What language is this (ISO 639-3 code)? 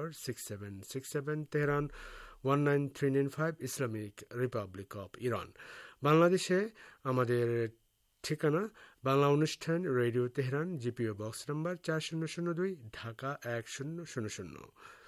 ben